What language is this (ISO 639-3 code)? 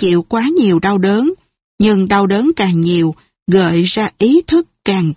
vie